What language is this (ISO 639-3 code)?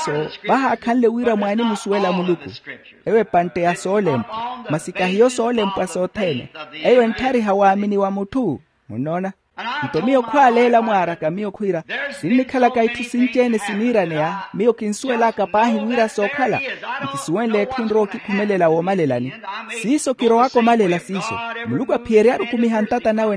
vmw